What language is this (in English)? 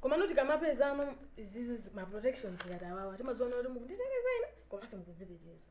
Nyanja